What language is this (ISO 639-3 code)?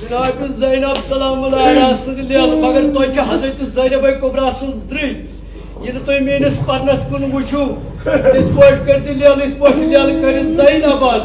kas